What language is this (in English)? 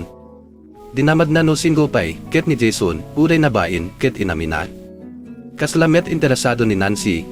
Iloko